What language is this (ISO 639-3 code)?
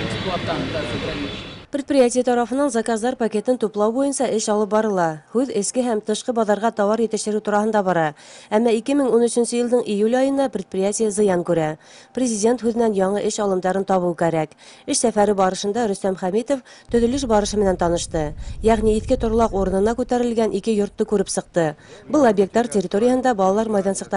bak